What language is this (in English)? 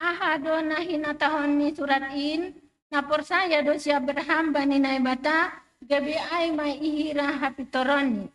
Batak Simalungun